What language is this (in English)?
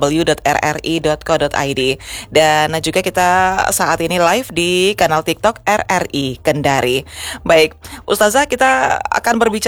Indonesian